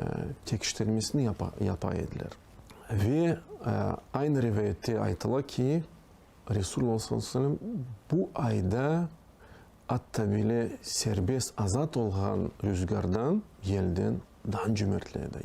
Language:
Crimean Tatar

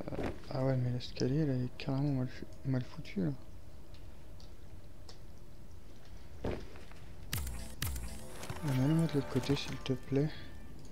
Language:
French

